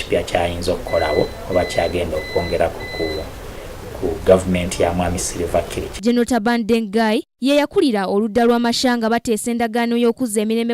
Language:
Ganda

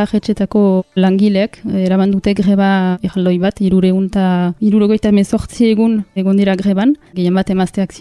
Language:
Basque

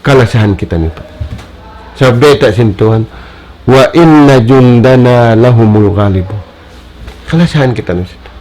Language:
Tausug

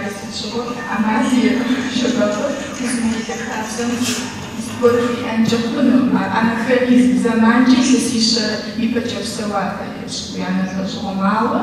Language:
Kabardian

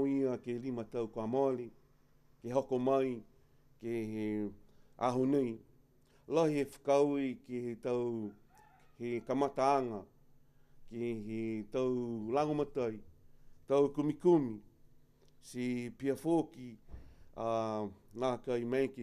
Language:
Niuean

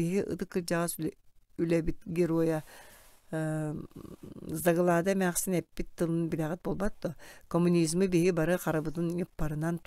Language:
Yakut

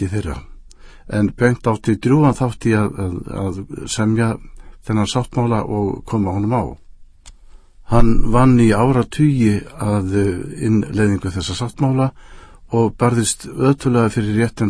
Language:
Icelandic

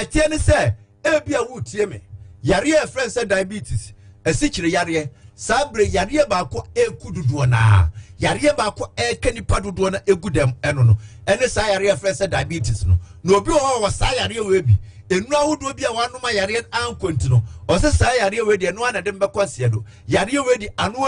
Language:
Akan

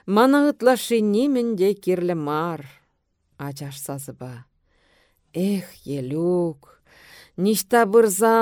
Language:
Chuvash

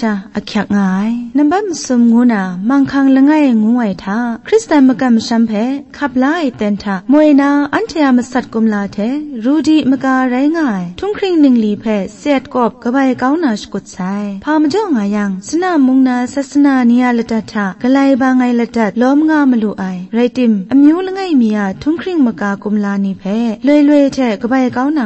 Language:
Kachin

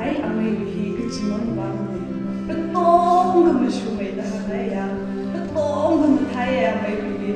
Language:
Tangkhul Naga (India)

